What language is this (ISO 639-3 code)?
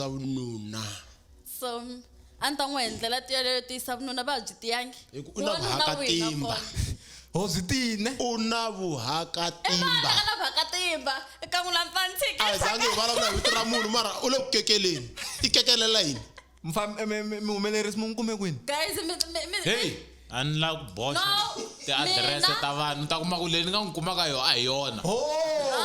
tso